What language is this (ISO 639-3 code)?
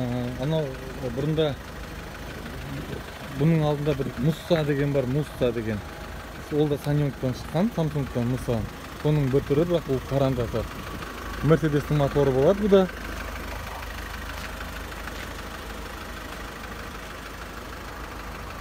kaz